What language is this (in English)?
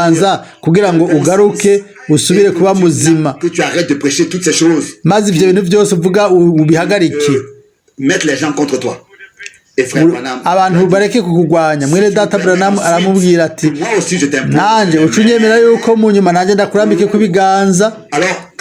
Rundi